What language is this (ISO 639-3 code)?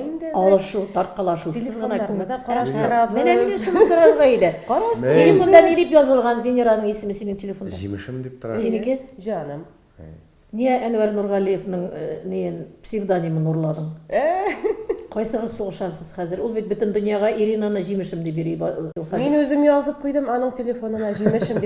tat